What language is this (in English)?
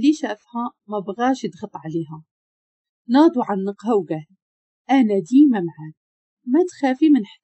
Moroccan Arabic